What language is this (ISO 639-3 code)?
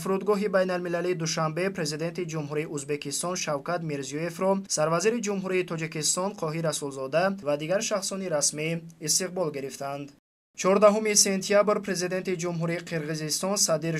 tgk